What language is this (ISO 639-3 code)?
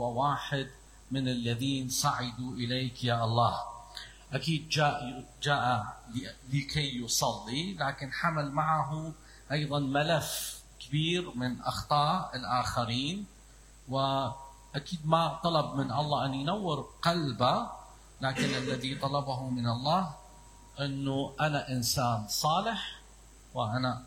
acm